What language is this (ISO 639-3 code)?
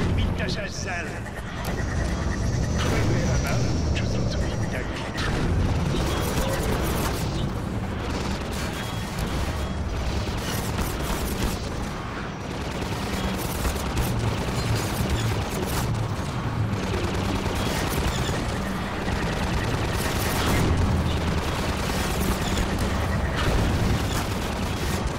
hun